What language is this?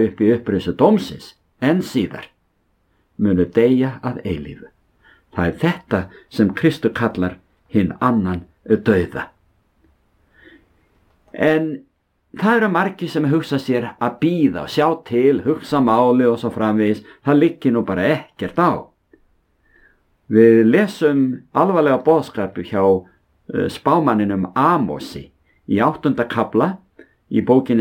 Icelandic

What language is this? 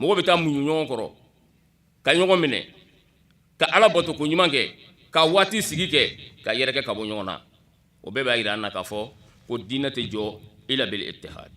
Bambara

